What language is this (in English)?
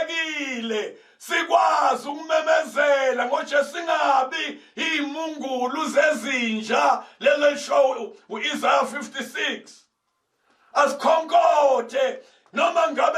Zulu